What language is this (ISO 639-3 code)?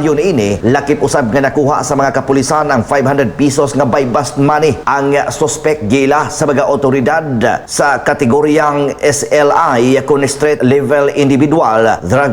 ceb